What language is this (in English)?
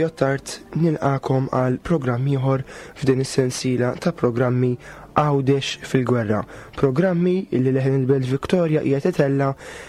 Maltese